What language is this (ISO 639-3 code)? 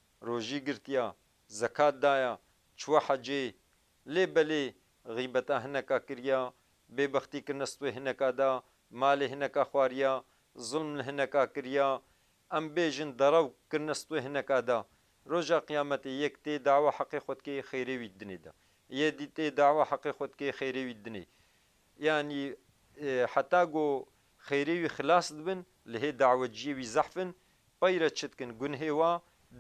kur